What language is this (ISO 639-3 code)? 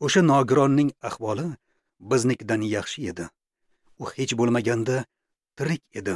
uzb